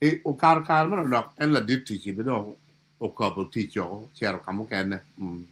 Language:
Acoli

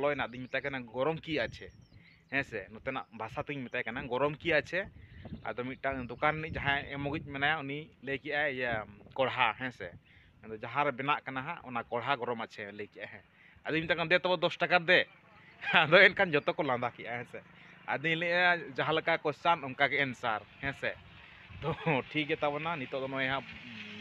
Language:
Santali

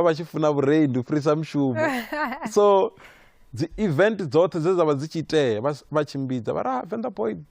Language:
Venda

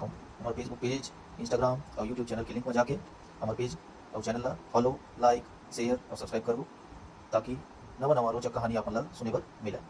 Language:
Chhattisgarhi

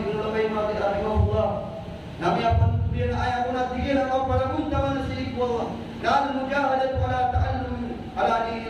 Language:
Maranao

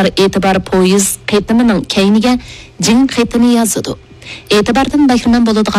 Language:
Uyghur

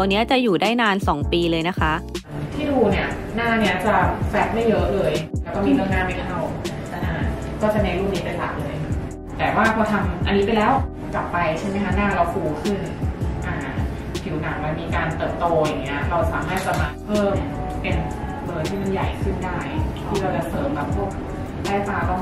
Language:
Thai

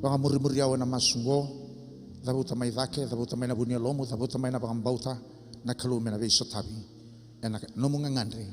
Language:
Fijian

